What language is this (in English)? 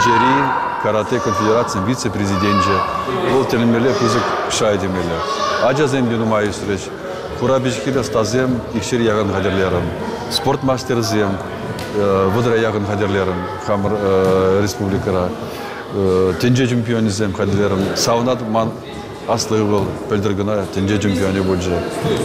Chuvash